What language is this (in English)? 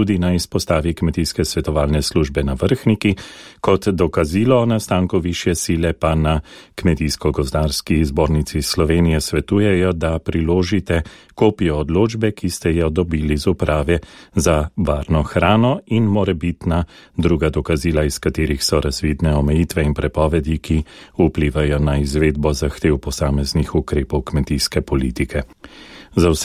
Slovenian